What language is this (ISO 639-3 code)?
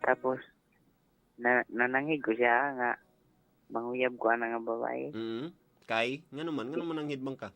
ceb